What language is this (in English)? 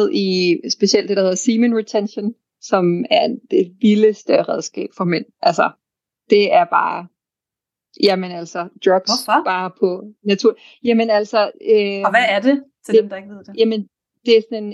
Danish